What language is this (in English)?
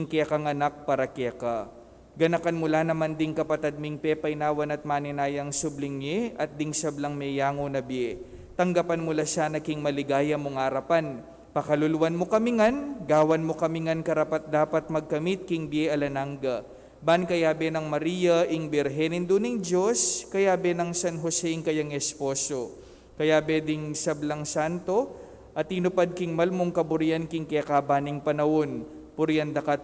Pampanga